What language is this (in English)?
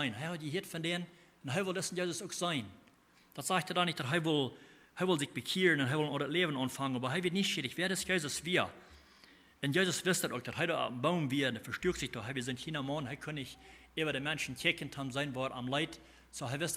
Plautdietsch